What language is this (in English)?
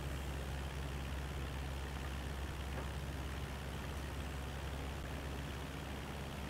Romanian